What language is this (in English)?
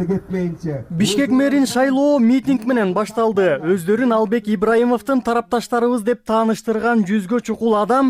Kyrgyz